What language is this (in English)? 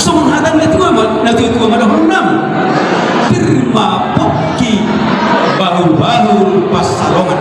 Batak Toba